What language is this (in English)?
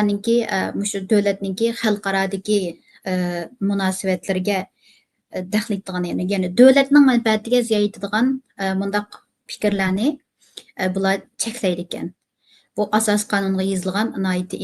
Uyghur